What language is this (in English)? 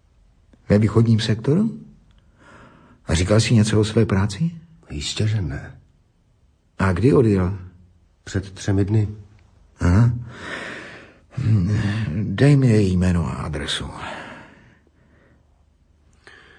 Czech